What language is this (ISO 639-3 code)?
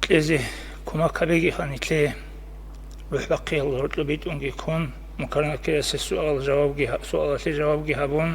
ava